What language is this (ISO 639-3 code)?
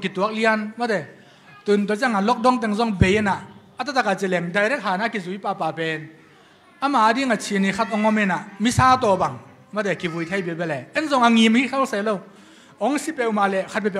ctd